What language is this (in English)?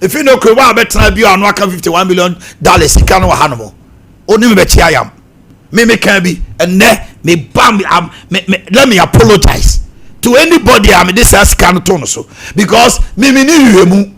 Akan